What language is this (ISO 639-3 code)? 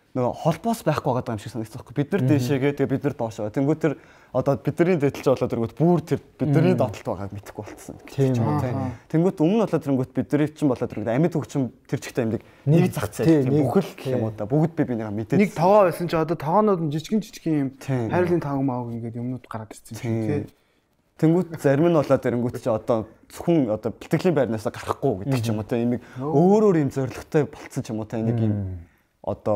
mon